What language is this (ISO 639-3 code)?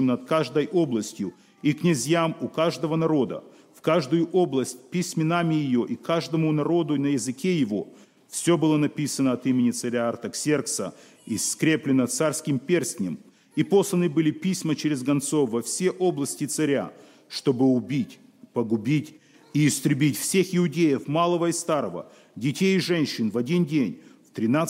rus